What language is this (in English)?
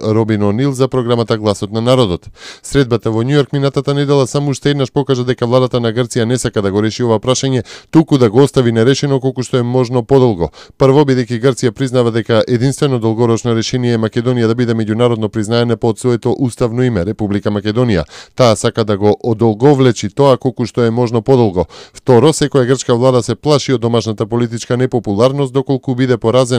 Macedonian